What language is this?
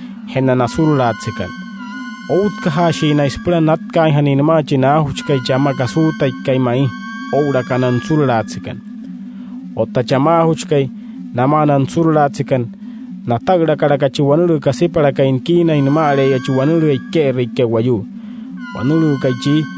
Wayuu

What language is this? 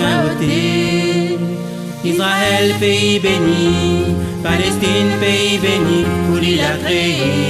Réunion Creole French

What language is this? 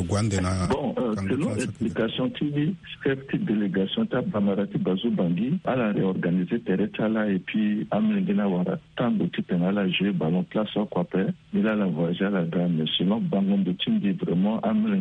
Sango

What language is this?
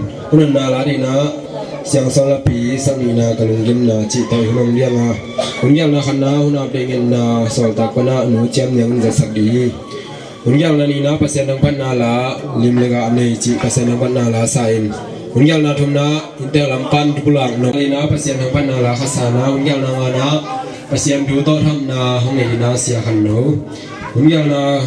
Tedim Chin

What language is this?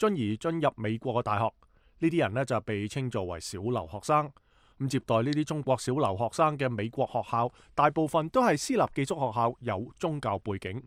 Cantonese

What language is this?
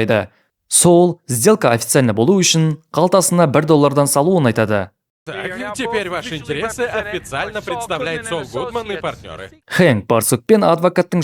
Kazakh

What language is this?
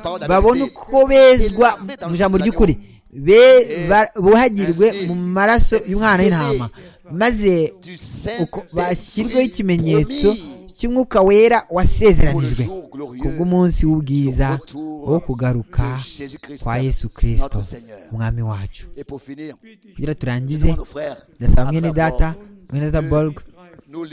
Kinyarwanda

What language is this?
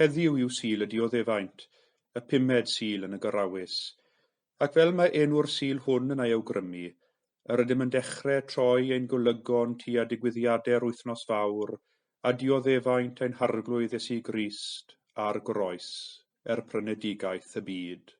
Welsh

